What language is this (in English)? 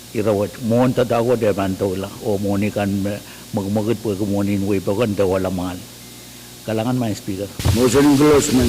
Pohnpeian